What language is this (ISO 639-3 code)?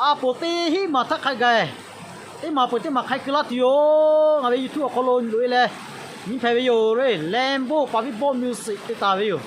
lhu